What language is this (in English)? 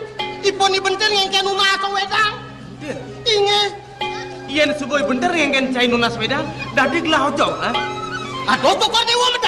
Balinese